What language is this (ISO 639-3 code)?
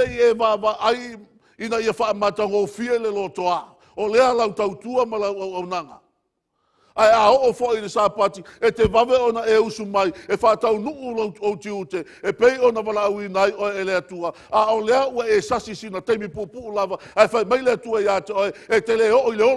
smo